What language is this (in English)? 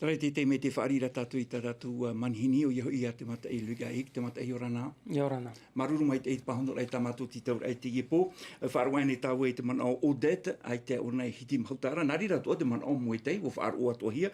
Tahitian